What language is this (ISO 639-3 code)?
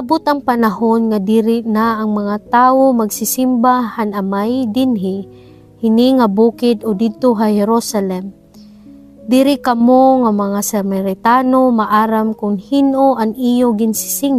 war